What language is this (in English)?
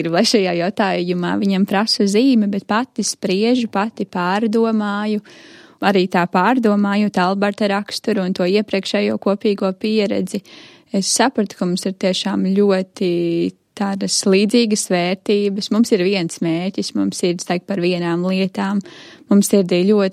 Latvian